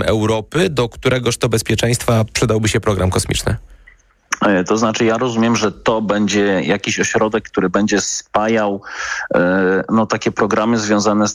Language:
Polish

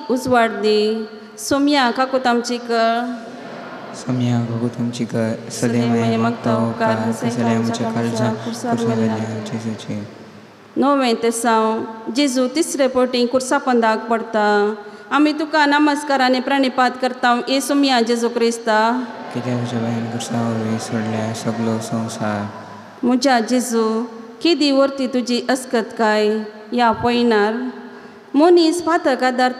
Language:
Konkani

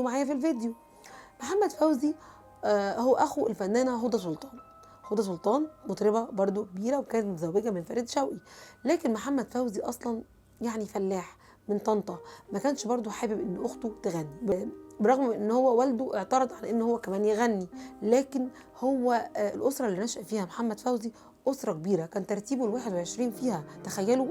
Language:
Egyptian Arabic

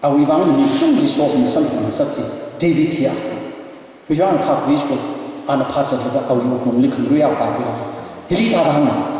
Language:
Tangkhul Naga (India)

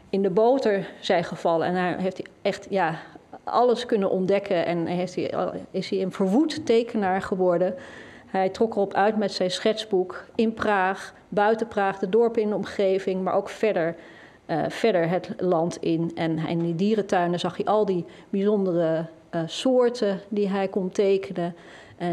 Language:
Dutch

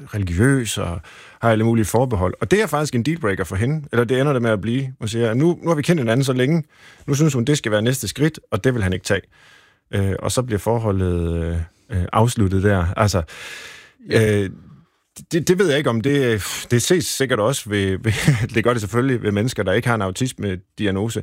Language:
Danish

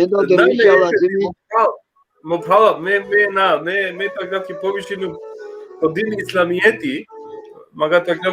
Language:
Balkan Romani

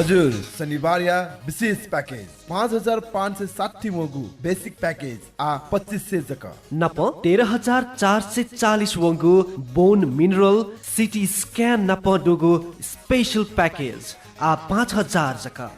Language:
Newari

